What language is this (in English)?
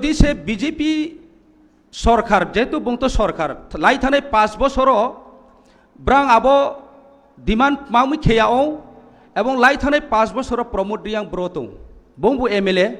Kok Borok